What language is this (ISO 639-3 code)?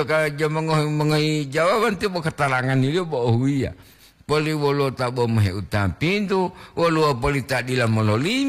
gor